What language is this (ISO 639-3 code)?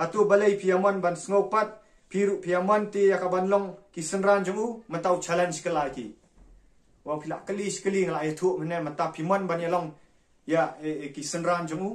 kha